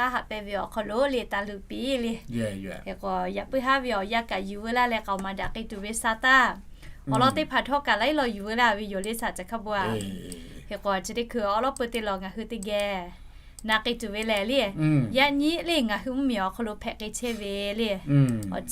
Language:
Lahu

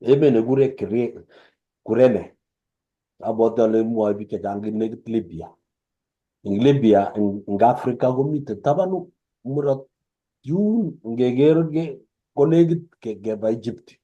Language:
Kalenjin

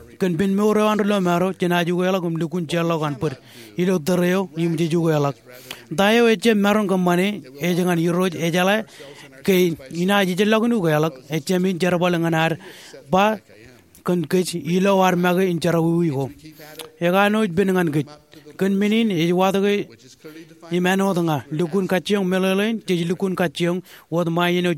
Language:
Marshallese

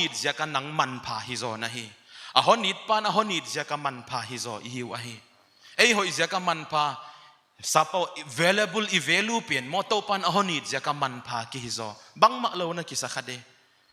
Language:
Paite Chin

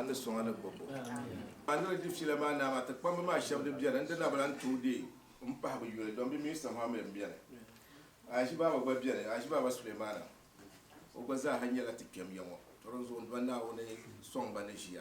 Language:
Dagbani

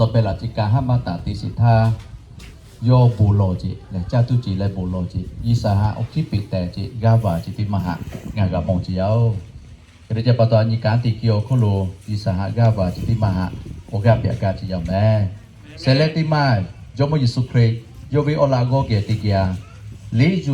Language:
Lahu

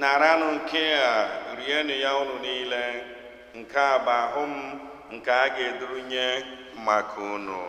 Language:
Igbo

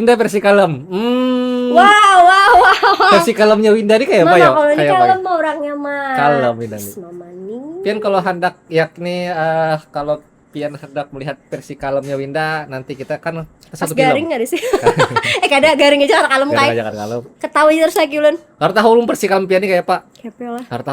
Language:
Banjar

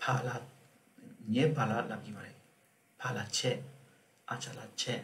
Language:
Tibetan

